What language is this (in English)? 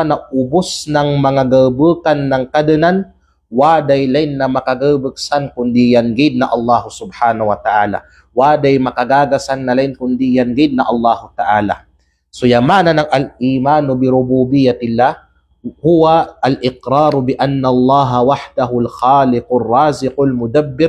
Kalagan